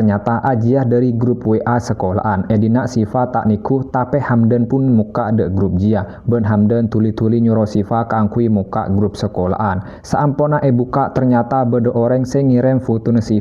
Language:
Madurese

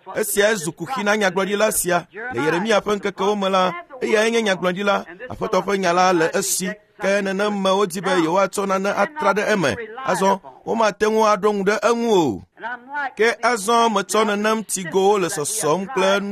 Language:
Ewe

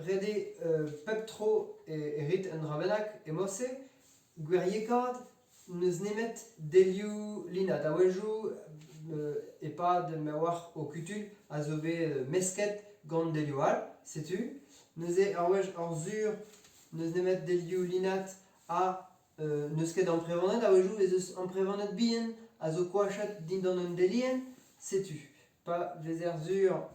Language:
Breton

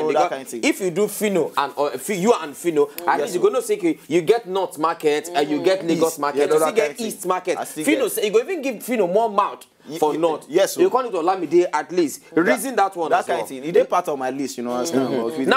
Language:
Nigerian Pidgin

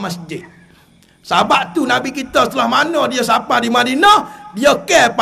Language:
Malay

